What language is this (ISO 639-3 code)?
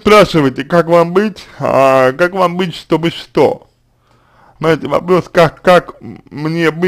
rus